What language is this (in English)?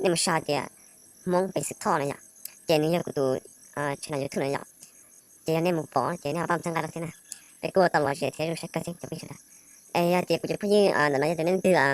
Hmong